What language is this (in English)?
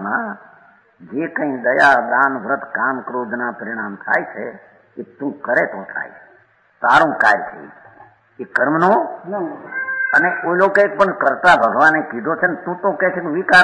Gujarati